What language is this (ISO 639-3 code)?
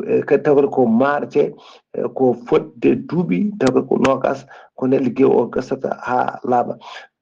ful